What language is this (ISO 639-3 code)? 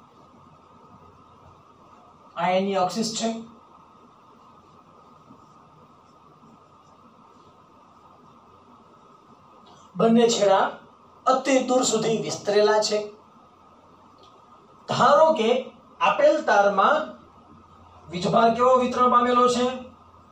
guj